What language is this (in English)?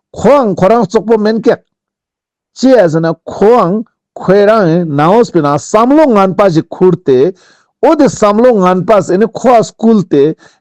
Ladakhi